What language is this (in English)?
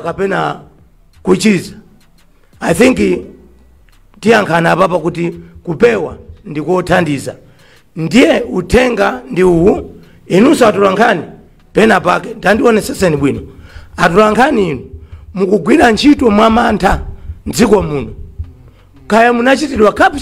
Nyanja